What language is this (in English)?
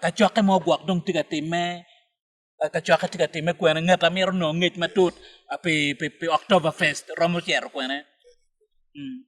Acoli